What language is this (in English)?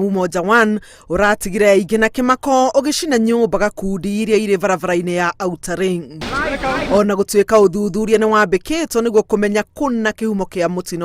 Kikuyu